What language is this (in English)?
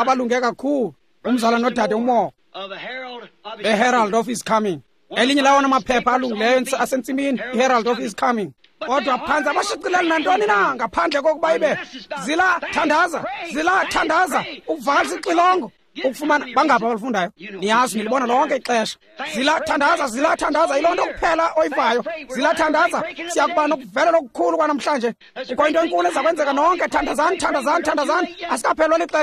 Xhosa